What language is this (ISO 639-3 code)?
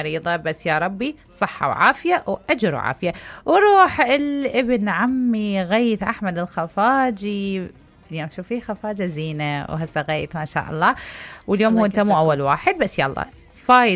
acm